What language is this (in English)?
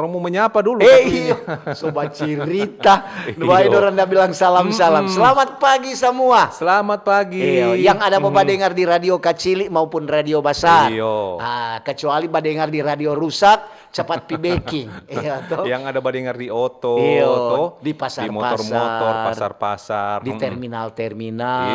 Manado Malay